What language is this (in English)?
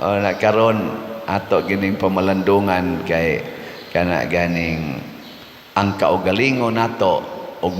Cebuano